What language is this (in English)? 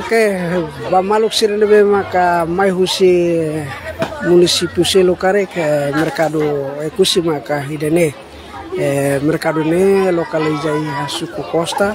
Tetum